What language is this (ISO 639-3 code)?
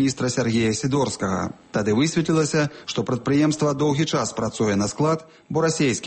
bel